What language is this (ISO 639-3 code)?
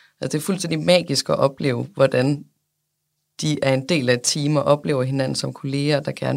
dan